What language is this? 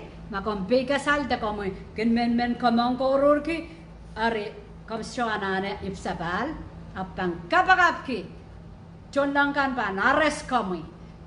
Pohnpeian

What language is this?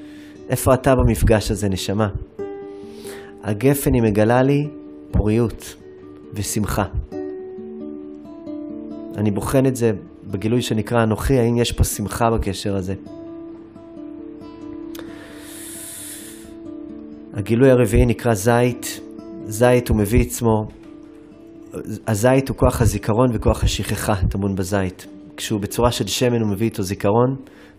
Hebrew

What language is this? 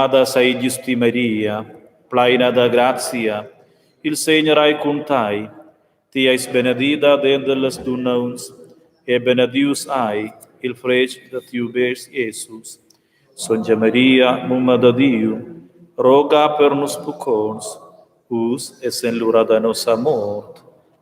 Romansh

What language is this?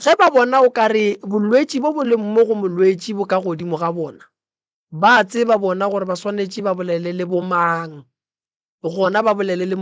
Northern Sotho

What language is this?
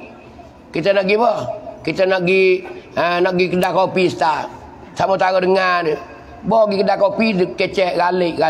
Pattani Malay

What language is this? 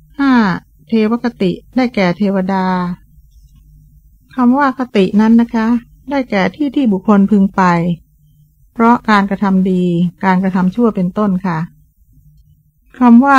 Thai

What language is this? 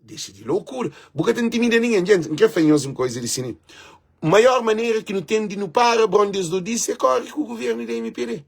Kabuverdianu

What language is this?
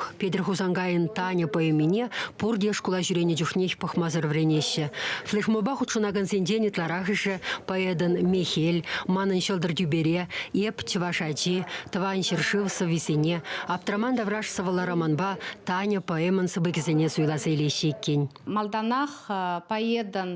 Chuvash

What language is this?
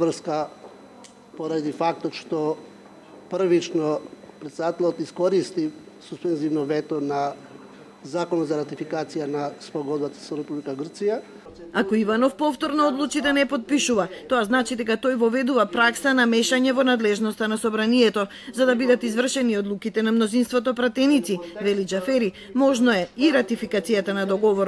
Macedonian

